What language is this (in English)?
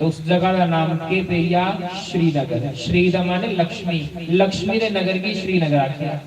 Dogri